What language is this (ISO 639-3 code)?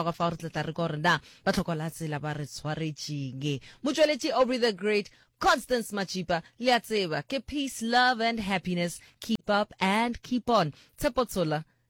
nso